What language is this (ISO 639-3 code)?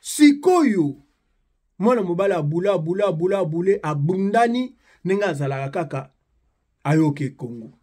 lin